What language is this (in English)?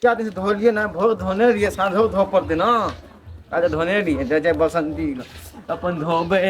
Maithili